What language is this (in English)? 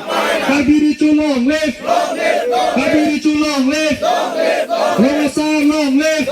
Karbi